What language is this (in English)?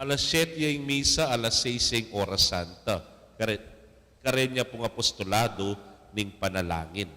Pampanga